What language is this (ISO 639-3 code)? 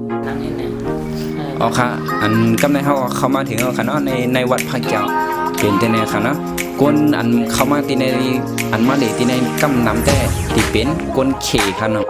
shn